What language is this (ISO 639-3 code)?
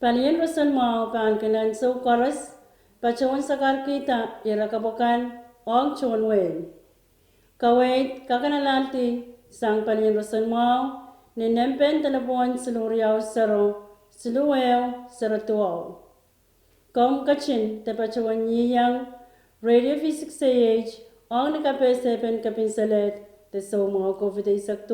pon